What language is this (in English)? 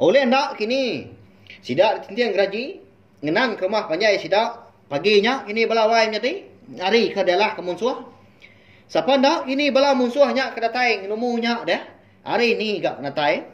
Iban